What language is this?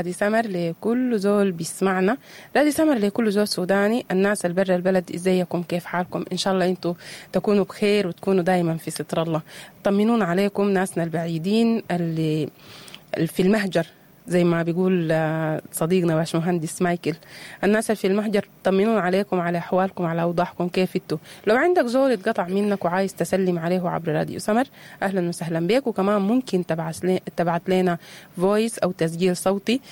Sudanese Arabic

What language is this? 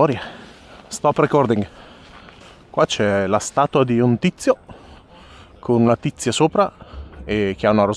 Italian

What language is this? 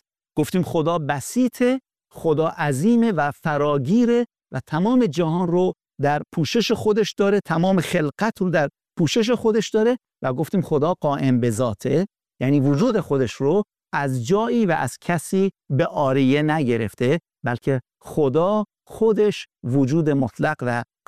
Persian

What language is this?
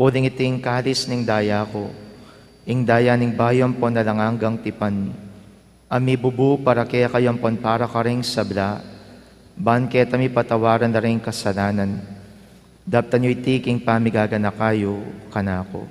Pampanga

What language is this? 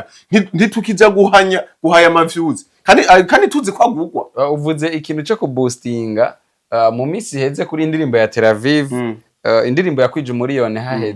Rundi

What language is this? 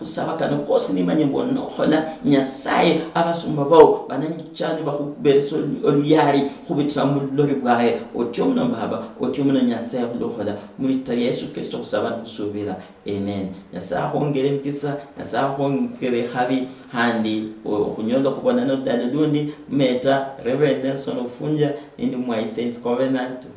Luyia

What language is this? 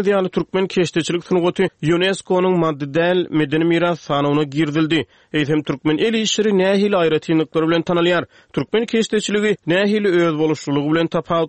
Turkmen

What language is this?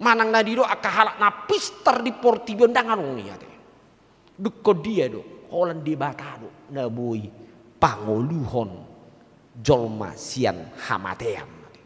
Batak Toba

